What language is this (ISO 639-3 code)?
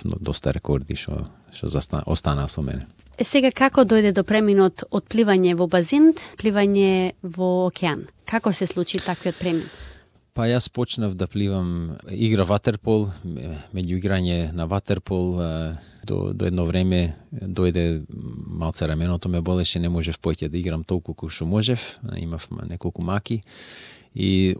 mkd